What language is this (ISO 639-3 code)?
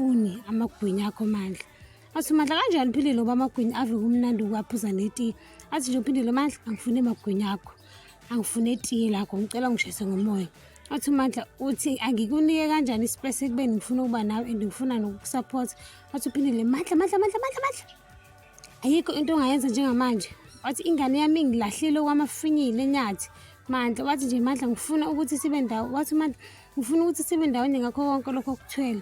zul